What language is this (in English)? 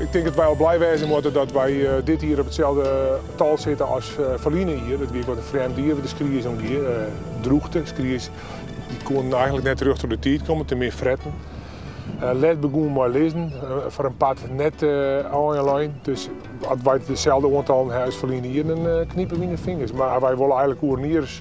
Western Frisian